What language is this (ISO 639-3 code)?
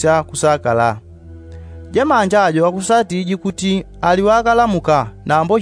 yao